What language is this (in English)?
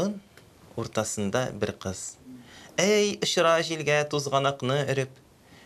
Tatar